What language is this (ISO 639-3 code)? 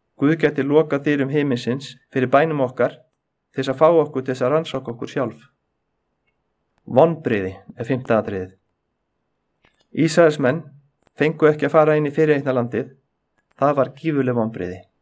isl